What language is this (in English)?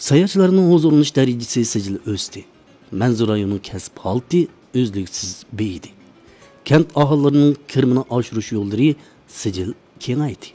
Uyghur